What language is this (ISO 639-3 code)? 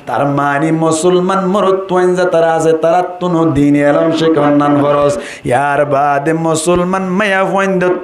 rhg